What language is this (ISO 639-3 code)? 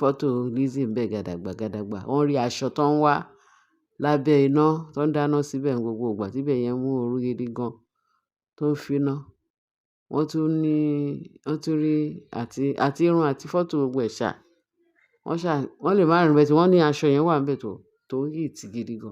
yor